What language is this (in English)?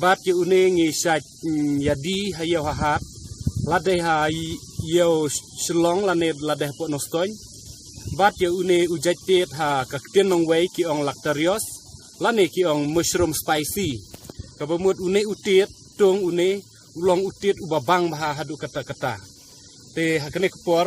Khasi